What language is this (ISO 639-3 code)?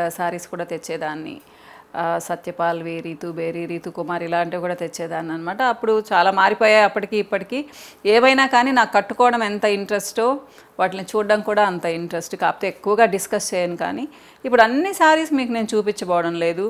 tel